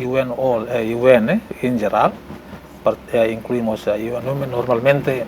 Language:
Tetum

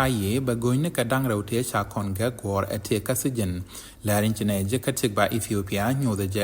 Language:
Nuer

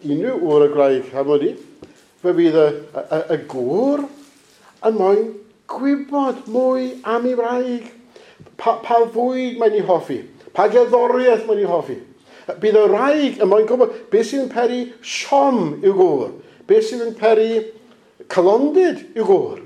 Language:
Welsh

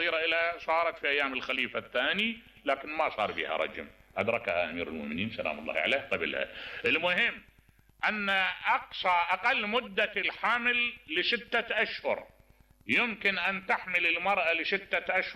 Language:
Mesopotamian Arabic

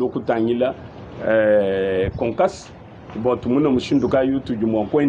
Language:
Luba-Lulua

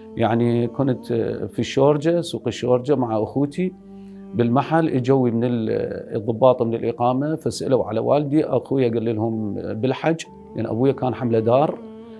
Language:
Mesopotamian Arabic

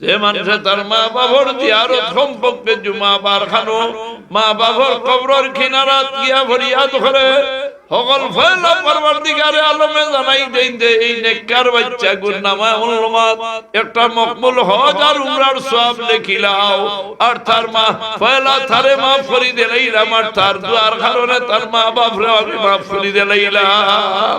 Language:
Sylheti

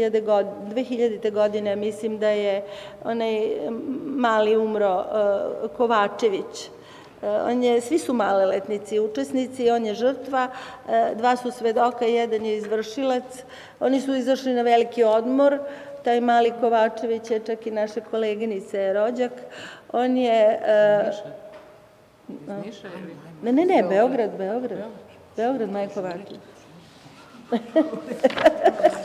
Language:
Serbian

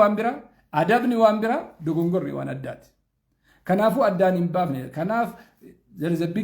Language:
Oromo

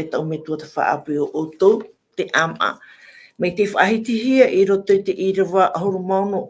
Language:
Tahitian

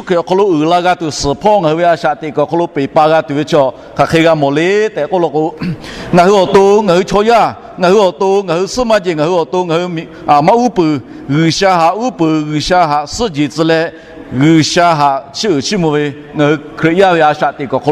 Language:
Lahu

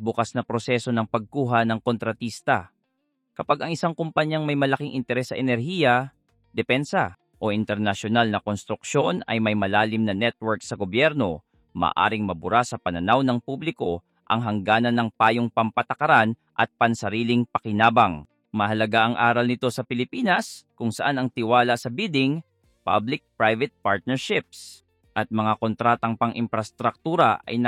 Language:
Filipino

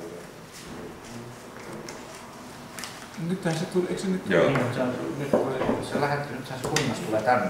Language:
Finnish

